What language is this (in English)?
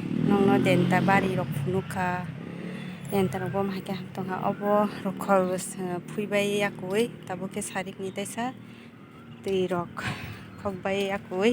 Kok Borok